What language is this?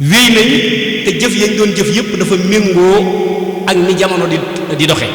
Wolof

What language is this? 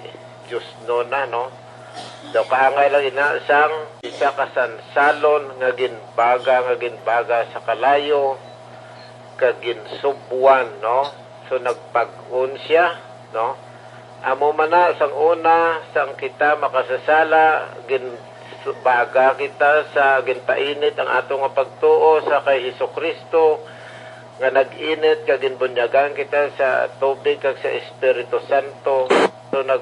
Hiligaynon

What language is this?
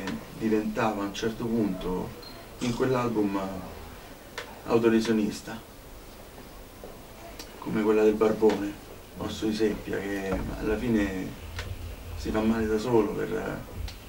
Italian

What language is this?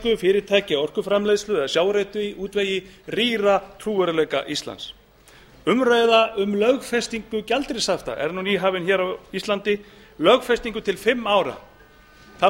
Icelandic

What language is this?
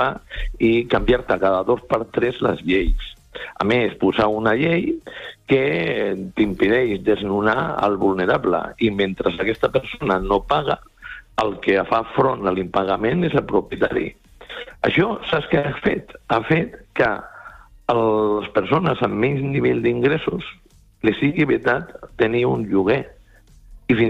Catalan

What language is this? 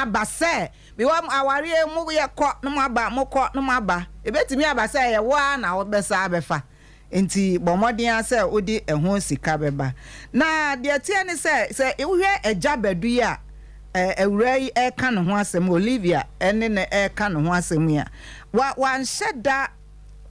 Akan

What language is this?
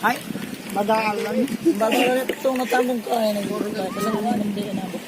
Bikol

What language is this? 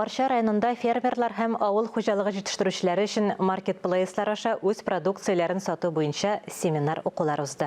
Tatar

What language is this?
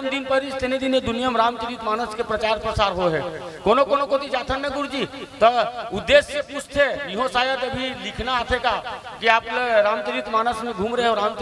Chhattisgarhi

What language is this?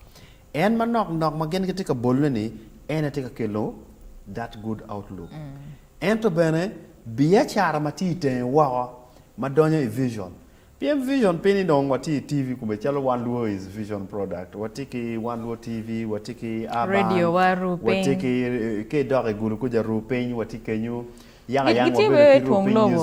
Acoli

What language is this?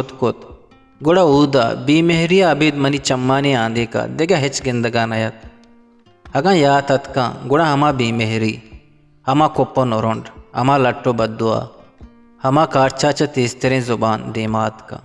Eastern Balochi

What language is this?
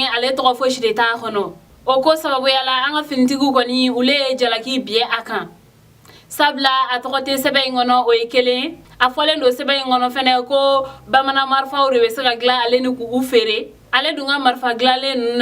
Bambara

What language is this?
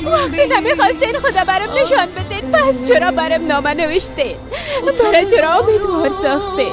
Persian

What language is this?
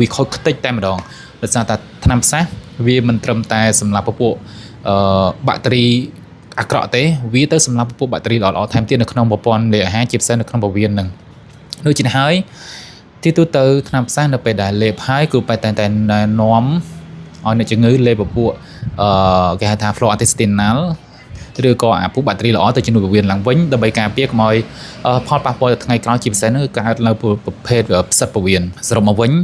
Khmer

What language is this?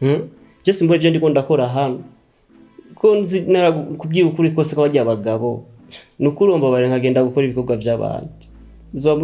Rundi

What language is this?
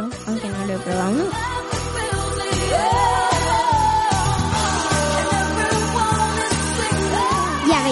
Spanish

